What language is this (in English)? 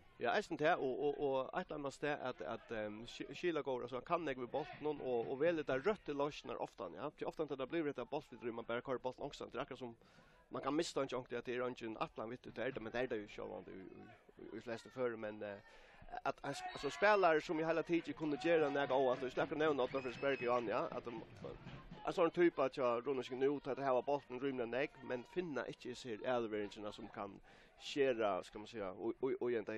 Faroese